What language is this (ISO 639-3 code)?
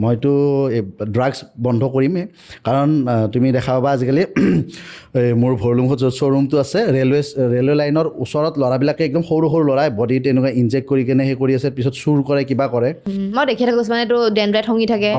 asm